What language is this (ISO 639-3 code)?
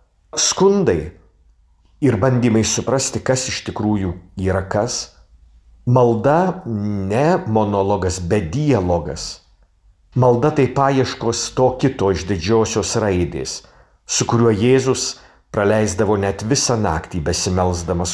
lit